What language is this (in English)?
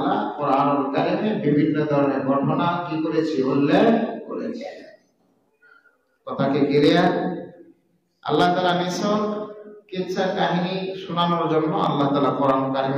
Bangla